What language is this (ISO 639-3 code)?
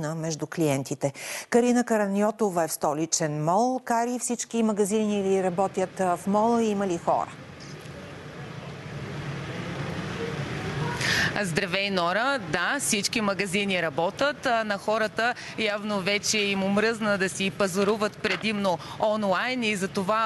bul